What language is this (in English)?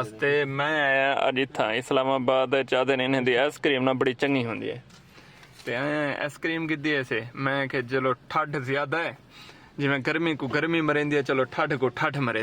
Saraiki